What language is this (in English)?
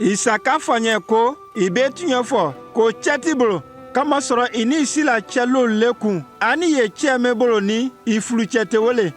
Konyanka Maninka